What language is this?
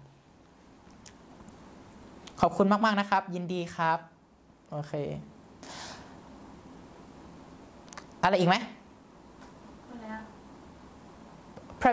Thai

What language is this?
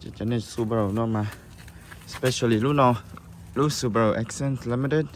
Hmong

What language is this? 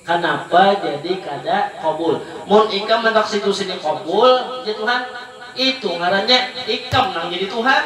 Banjar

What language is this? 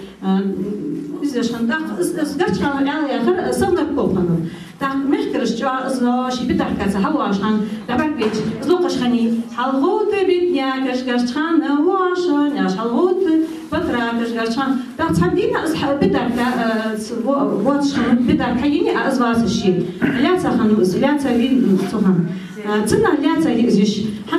Ingush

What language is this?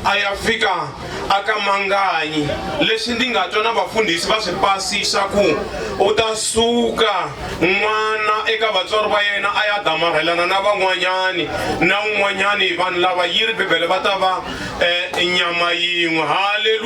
Tsonga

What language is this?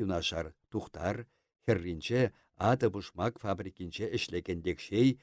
Chuvash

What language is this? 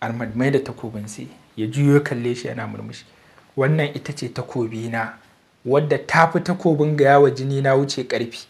Hausa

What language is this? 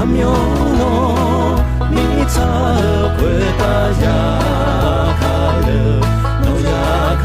Akha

